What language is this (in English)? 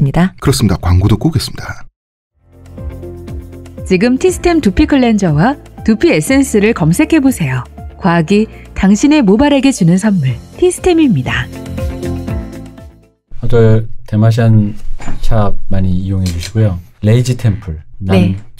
Korean